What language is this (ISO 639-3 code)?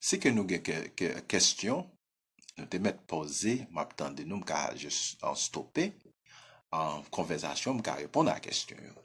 hat